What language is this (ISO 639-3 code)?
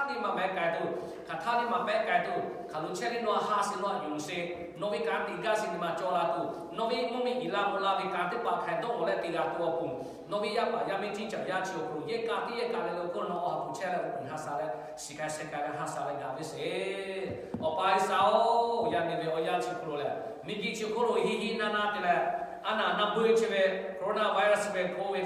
lhu